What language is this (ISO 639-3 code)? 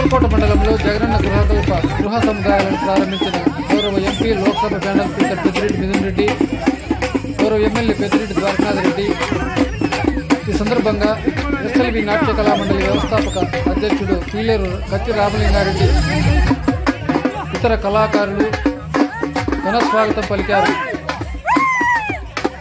tel